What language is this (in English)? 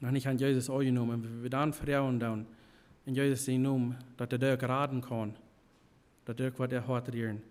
Plautdietsch